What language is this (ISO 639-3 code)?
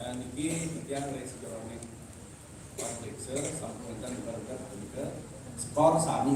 ban